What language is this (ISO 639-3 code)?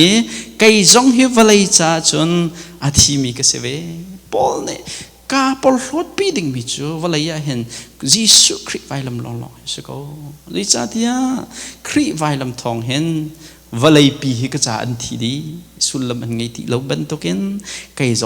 cnh